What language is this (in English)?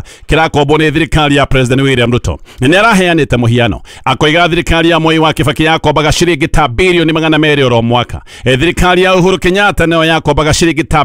Kikuyu